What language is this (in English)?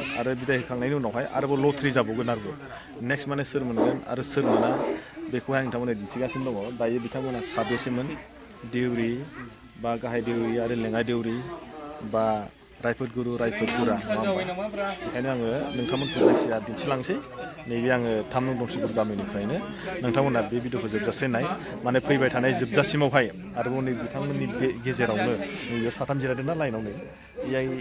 Bodo